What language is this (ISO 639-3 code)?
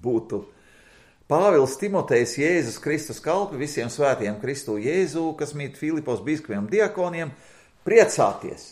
lav